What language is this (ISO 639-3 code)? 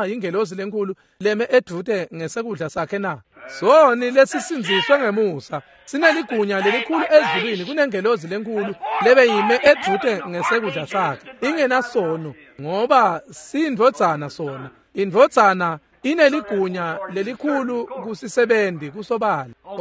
ssw